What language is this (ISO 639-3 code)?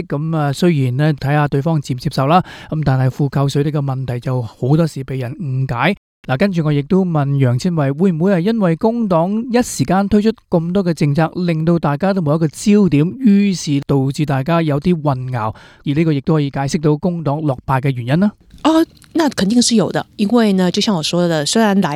yue